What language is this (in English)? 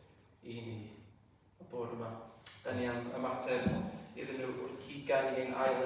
Welsh